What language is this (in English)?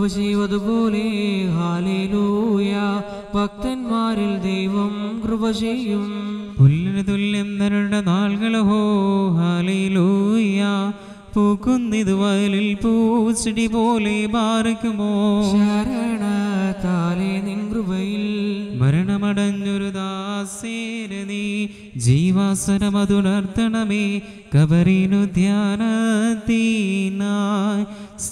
Malayalam